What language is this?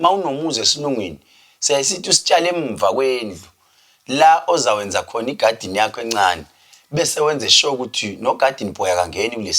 Zulu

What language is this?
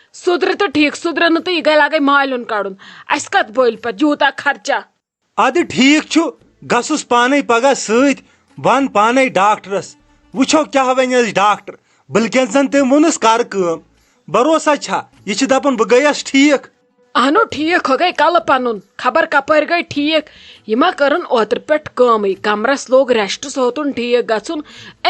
Kashmiri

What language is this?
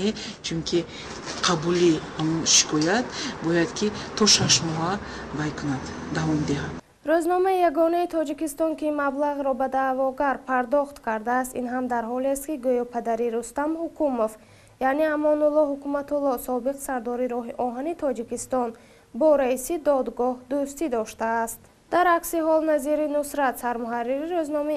Tajik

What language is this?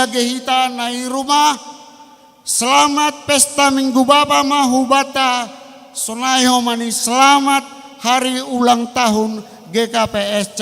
Batak Simalungun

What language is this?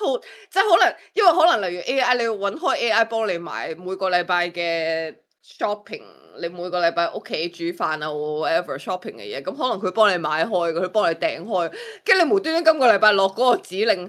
Cantonese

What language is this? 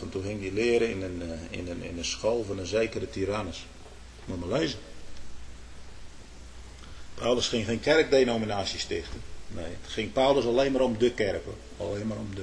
Dutch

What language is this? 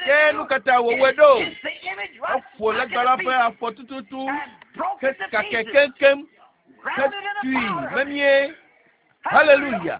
Ewe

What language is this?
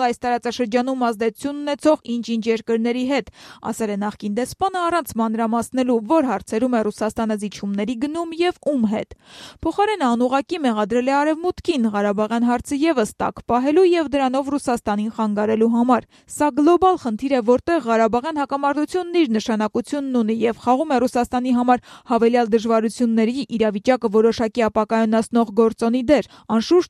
Armenian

